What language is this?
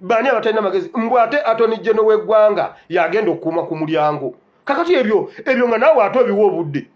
Ganda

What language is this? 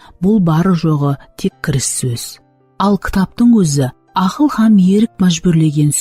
Kara-Kalpak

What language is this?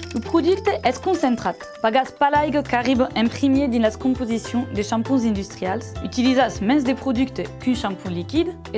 Occitan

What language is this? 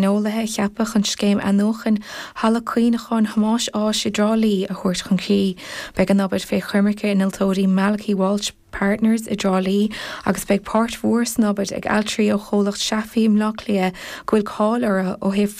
Irish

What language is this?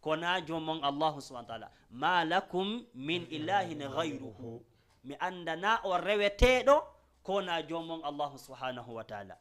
Fula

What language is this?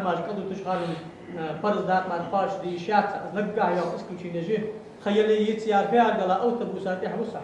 Ingush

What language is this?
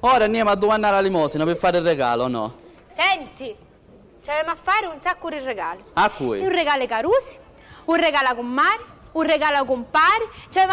Sicilian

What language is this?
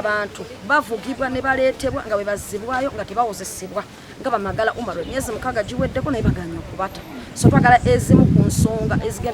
Ganda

